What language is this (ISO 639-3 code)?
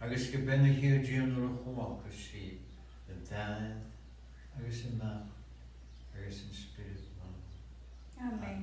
gla